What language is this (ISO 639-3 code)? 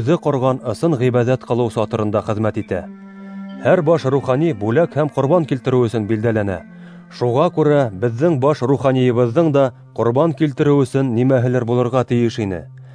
bak